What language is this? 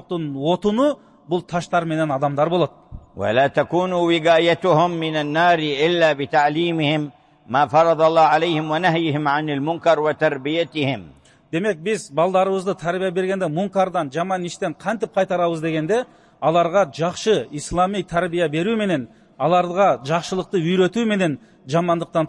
Kyrgyz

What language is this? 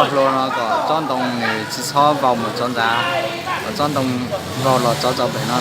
Hmong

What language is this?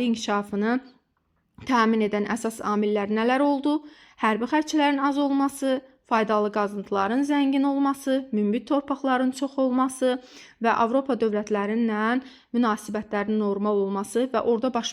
Azerbaijani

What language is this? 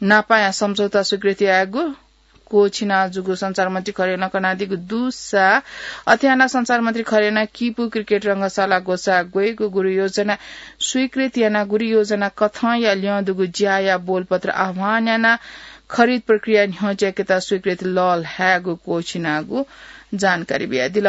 Newari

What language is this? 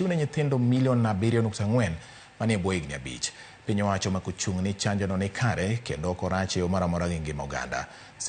Luo (Kenya and Tanzania)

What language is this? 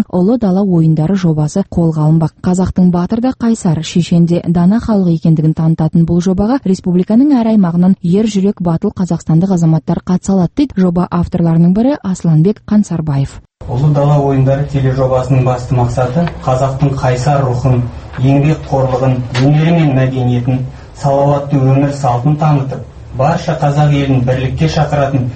Kazakh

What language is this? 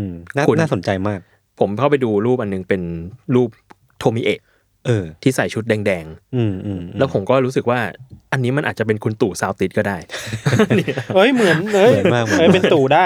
Thai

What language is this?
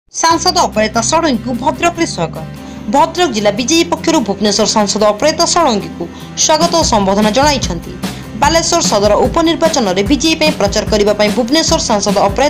Odia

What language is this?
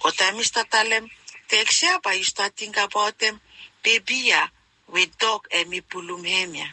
Bislama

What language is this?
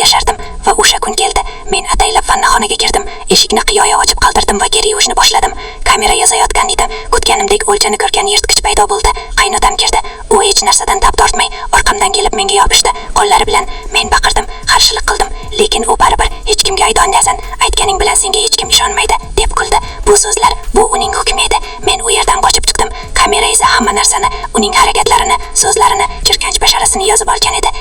Uzbek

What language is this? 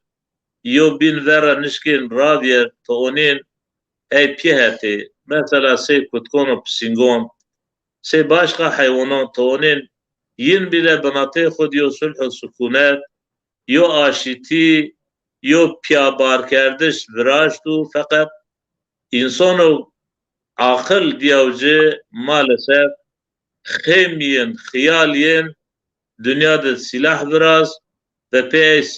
Zaza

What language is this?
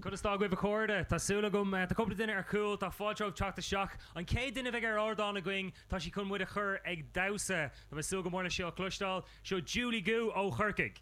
Irish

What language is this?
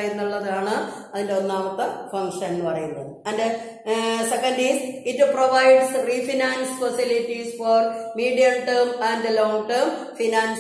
Malayalam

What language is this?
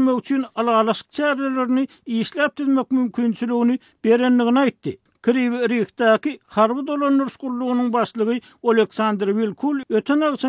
Turkmen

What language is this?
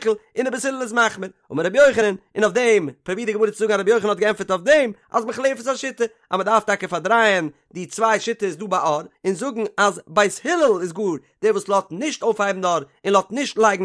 Yiddish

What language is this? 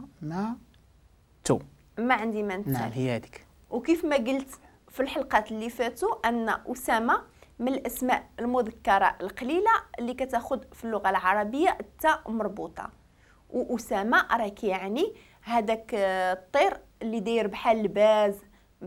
Moroccan Arabic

